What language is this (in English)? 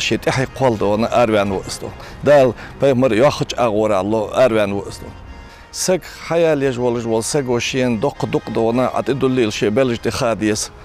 Ingush